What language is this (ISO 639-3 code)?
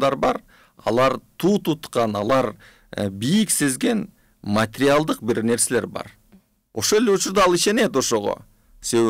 kir